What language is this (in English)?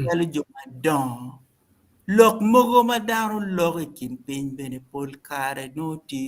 Acoli